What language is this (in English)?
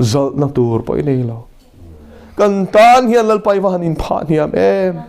Mizo